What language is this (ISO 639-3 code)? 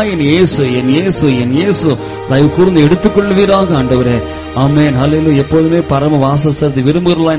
tam